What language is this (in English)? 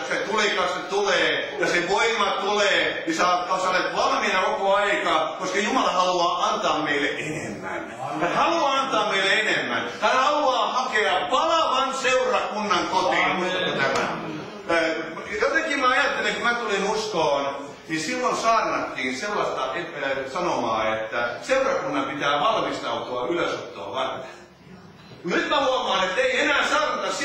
Finnish